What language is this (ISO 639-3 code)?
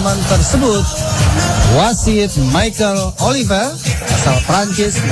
ind